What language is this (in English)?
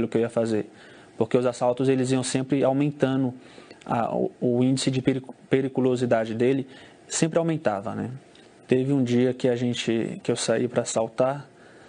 Portuguese